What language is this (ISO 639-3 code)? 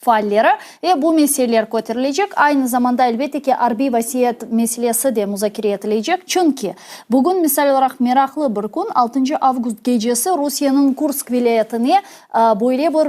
crh